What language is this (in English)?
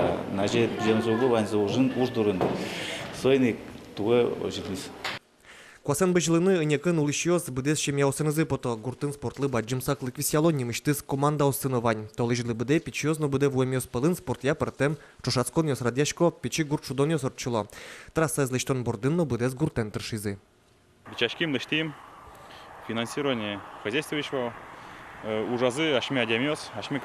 Udmurt